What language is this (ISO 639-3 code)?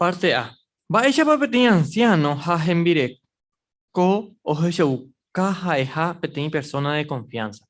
grn